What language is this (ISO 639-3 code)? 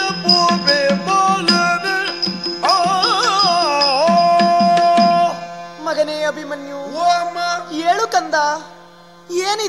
kan